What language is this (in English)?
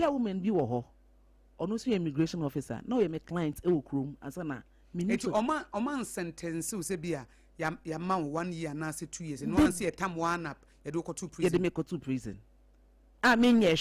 Akan